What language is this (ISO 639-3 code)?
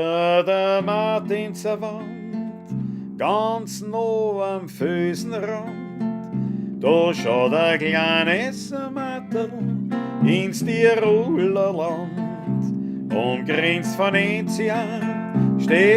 bar